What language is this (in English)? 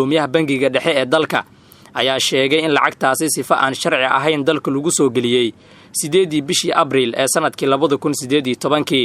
Somali